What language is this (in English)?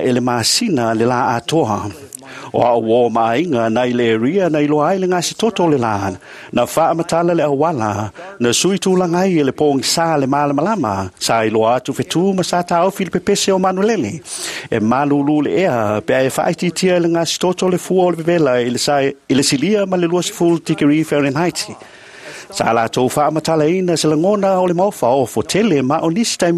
Samoan